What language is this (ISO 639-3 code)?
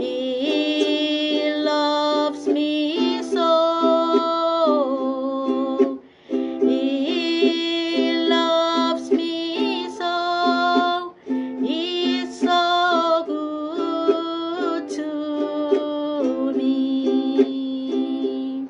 pon